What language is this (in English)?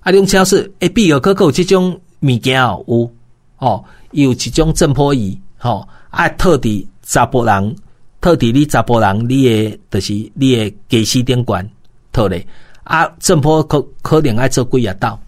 Min Nan Chinese